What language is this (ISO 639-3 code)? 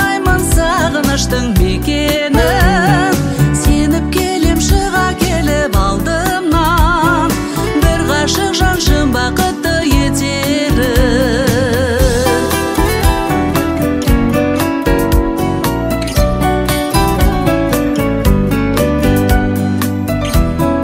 kaz